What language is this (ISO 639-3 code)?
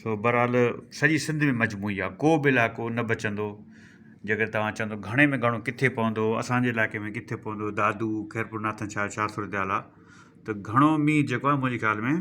snd